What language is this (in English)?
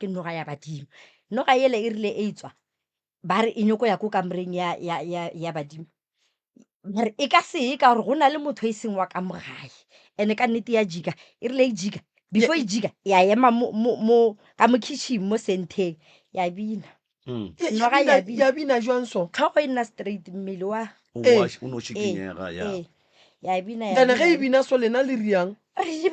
Northern Sotho